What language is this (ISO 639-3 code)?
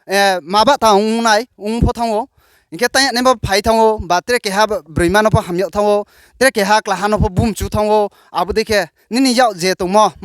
ria